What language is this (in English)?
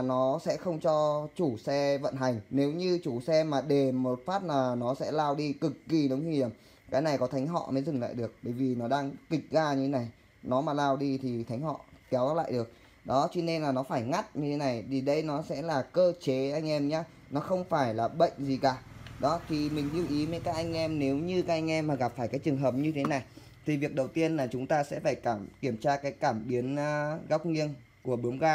Vietnamese